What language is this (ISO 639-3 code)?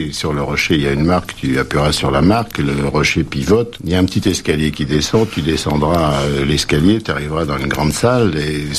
fra